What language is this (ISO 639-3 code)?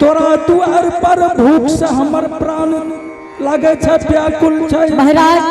anp